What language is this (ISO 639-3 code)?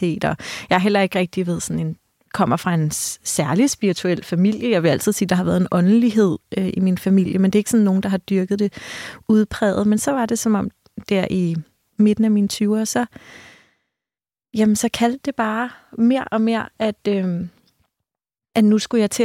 dan